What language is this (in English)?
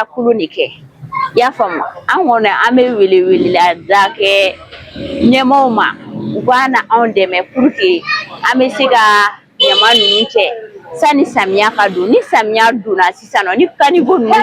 Bambara